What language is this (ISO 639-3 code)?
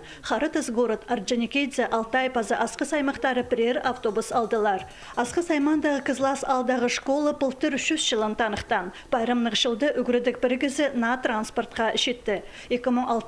kjh